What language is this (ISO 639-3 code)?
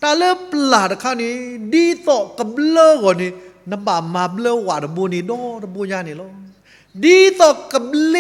ksw